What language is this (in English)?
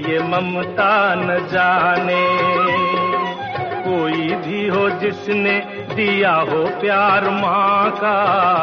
Hindi